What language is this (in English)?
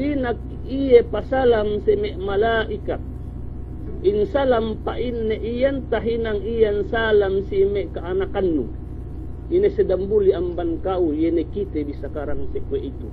Yakan